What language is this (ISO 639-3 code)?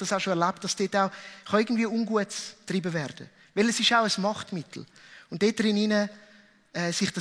gsw